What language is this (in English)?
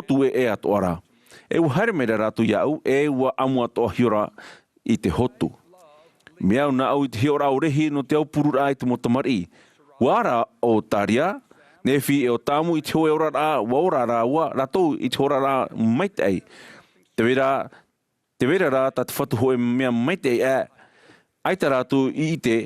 Tahitian